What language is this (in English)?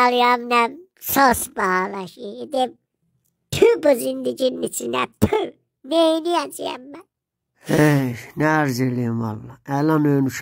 South Azerbaijani